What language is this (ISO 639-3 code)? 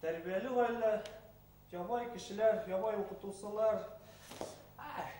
bak